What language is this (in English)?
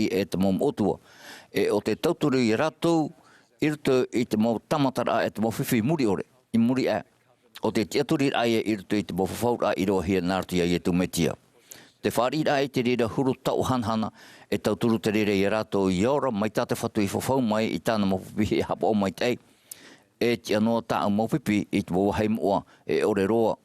Tahitian